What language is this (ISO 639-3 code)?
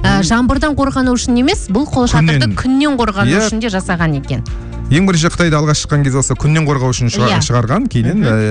kaz